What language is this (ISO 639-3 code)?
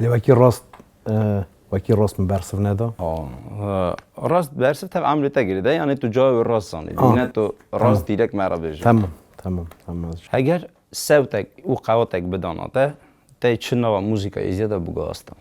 kur